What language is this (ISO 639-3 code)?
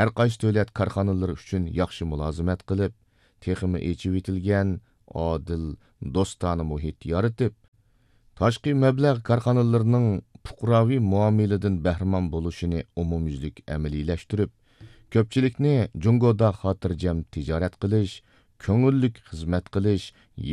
uig